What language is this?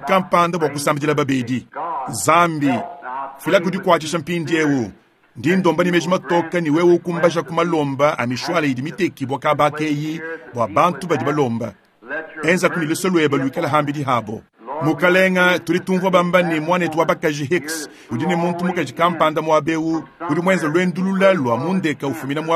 Luba-Lulua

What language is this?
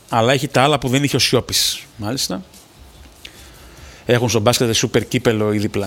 Greek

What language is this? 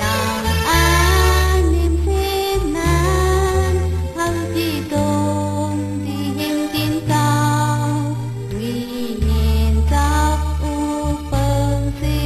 Shan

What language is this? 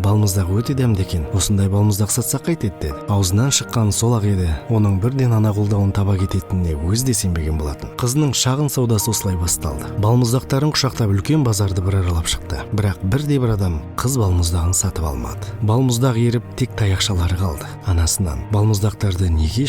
Kazakh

